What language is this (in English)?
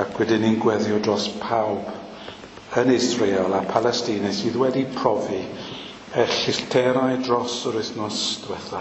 Welsh